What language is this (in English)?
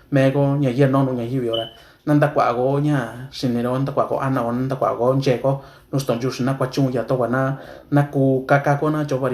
Mixtepec Mixtec